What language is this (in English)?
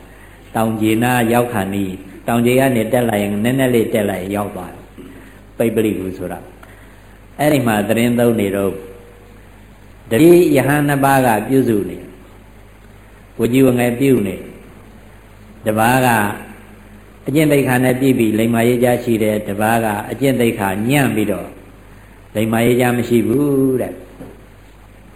Burmese